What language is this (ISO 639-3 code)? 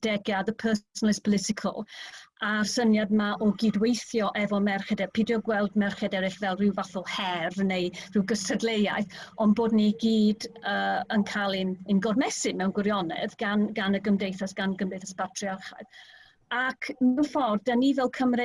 cym